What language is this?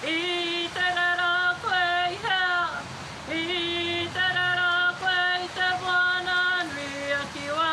Māori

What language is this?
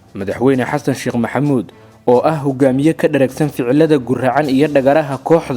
Somali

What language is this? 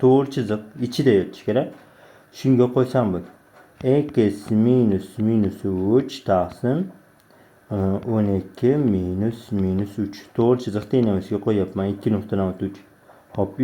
Uzbek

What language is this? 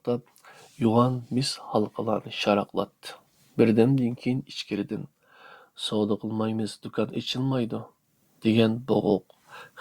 Uyghur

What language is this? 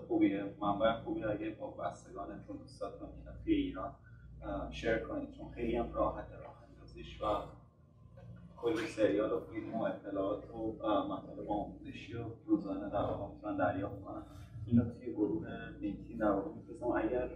Persian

